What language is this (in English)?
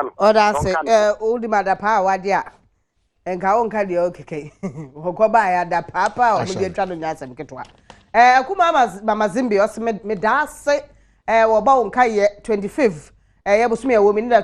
Akan